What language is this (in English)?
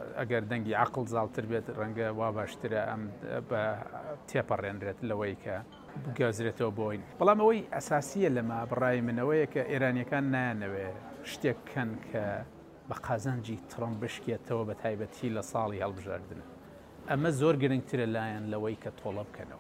Central Kurdish